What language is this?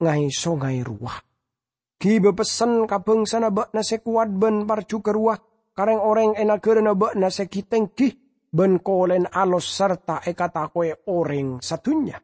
Madurese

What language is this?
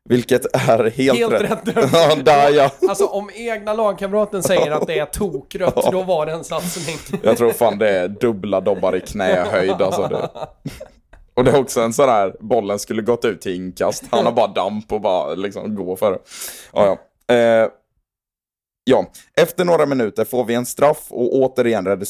Swedish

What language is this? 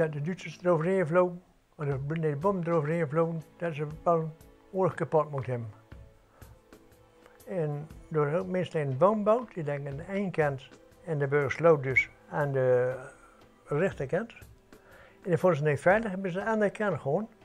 Dutch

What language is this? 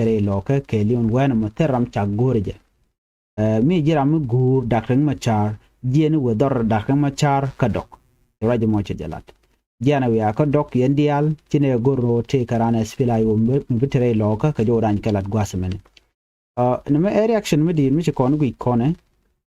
Nuer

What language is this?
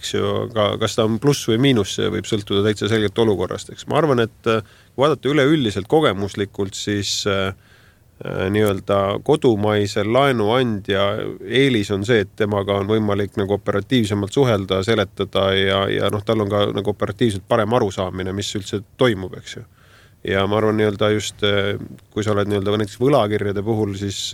Estonian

